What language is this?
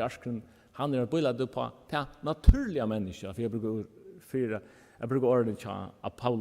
Faroese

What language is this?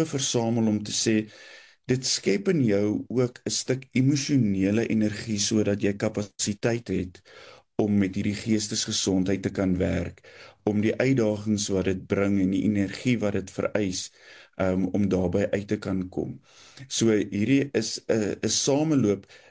Afrikaans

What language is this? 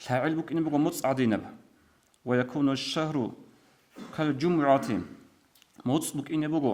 Avaric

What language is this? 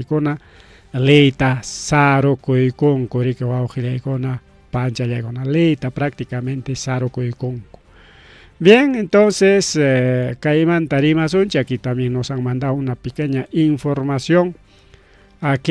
Ayacucho Quechua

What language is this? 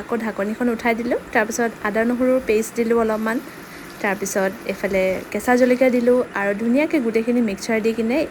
Assamese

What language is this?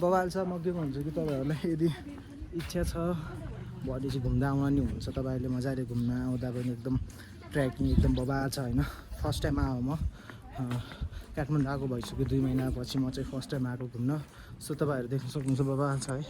Nepali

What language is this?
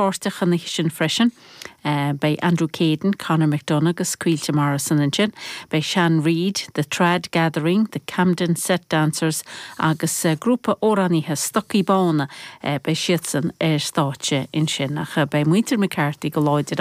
Irish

